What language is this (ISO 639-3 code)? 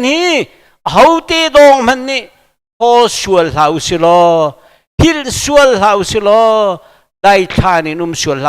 cnh